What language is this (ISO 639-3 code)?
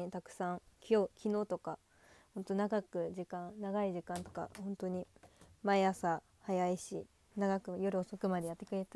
jpn